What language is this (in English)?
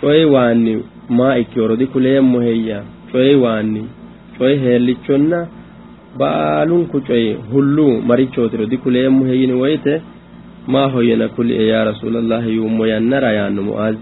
Sidamo